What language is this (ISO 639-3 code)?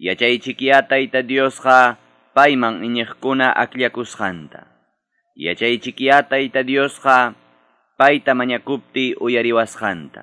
que